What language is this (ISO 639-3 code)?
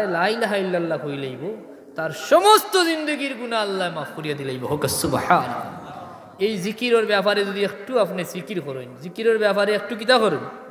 syl